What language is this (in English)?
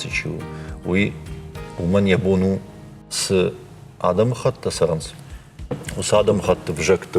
Ossetic